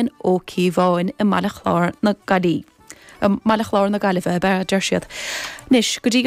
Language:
Irish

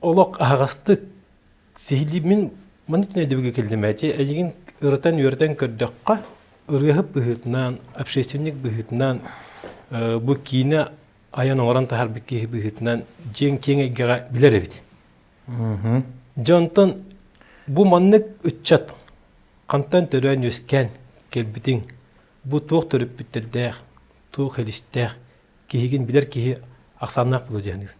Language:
Yakut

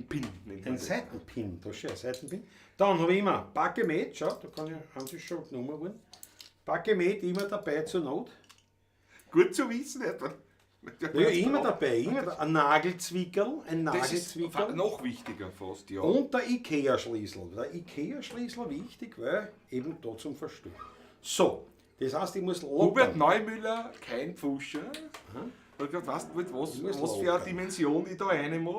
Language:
Bavarian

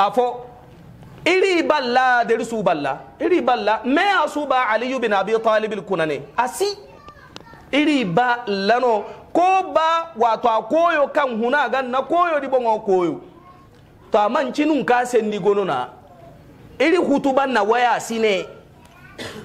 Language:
Hausa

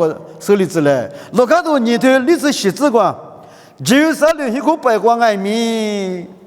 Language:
Lisu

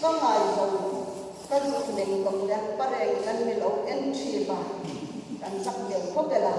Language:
Hmar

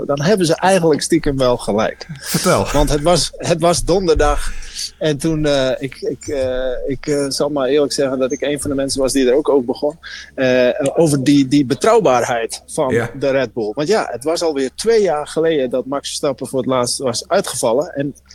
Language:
Dutch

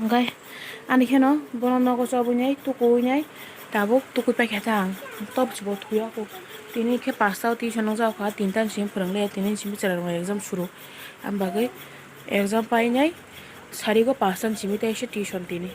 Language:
Kok Borok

